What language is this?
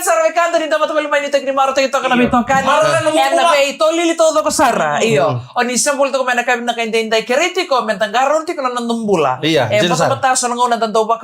Fijian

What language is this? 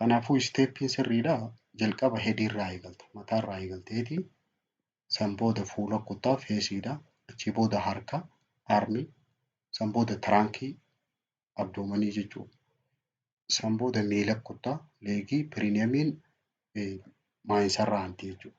Oromo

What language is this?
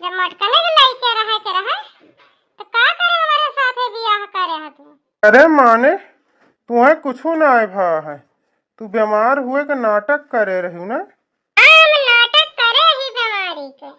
Awadhi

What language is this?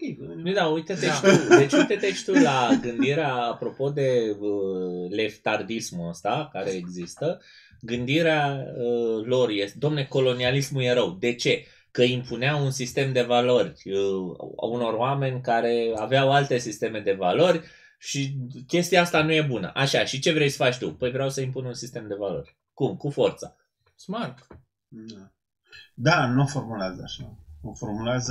Romanian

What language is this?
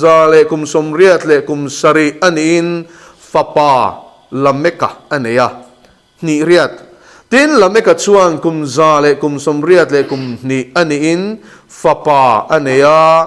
Mizo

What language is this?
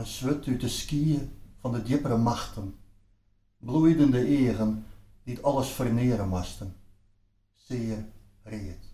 Western Frisian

